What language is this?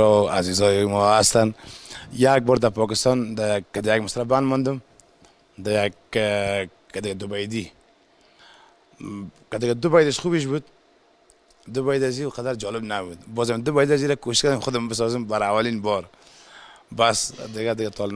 Persian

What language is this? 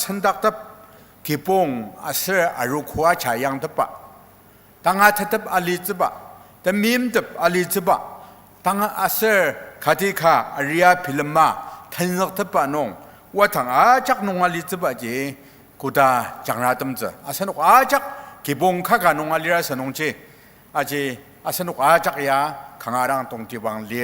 Ao Naga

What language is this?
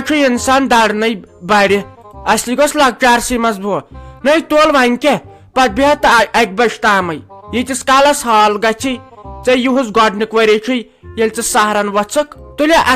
Kashmiri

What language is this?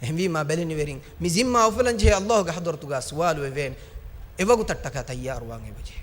Divehi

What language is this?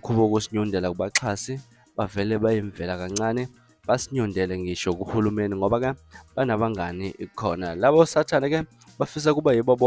Zulu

